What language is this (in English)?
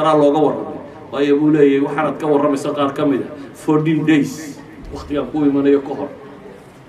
Somali